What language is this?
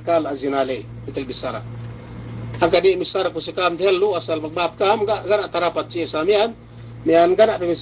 Yakan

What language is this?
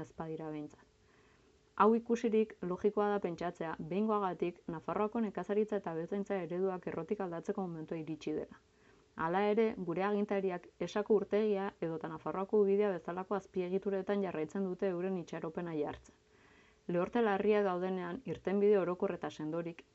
Basque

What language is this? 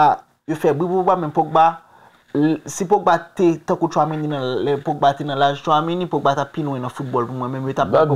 Haitian Creole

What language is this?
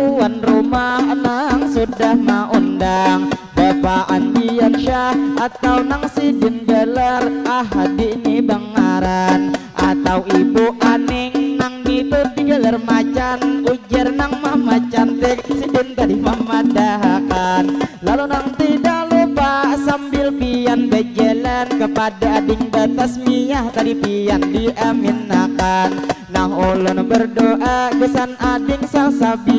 Banjar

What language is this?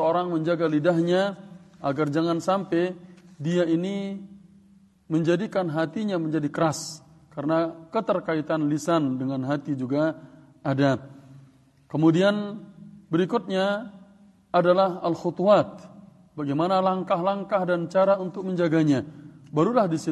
Indonesian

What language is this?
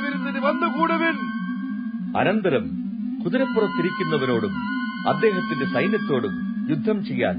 Malayalam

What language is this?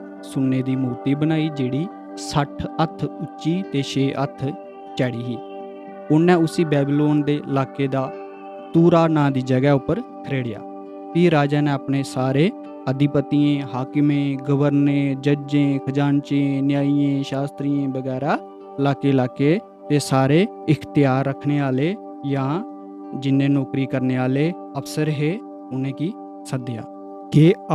Dogri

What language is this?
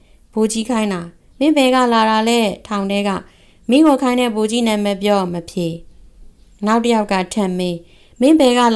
Burmese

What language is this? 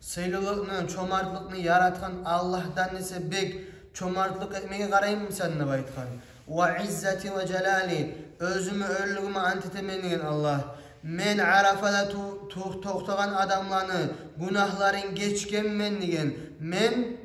Kumyk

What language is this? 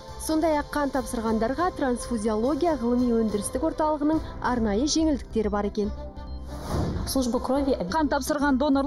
Kazakh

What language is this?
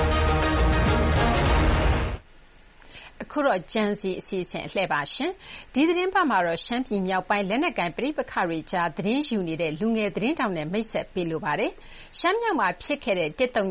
Burmese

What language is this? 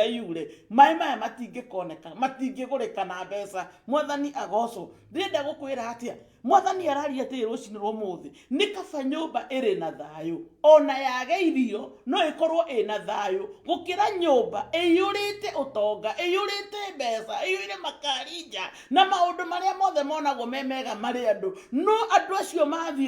Kikuyu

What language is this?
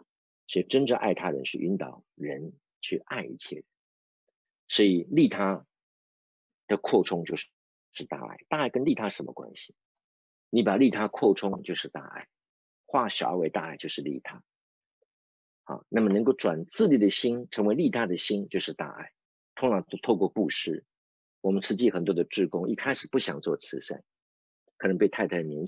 Chinese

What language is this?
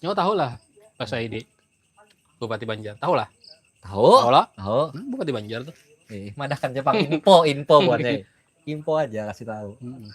Banjar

